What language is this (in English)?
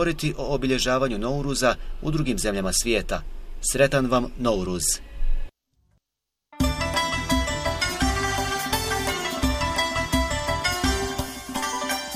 Bosnian